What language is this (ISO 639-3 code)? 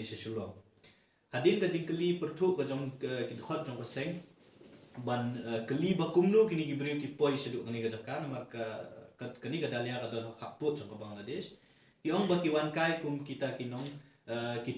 kha